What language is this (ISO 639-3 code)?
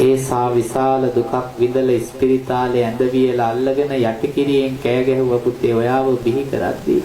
sin